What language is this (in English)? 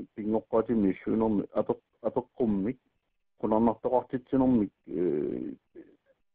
Kalaallisut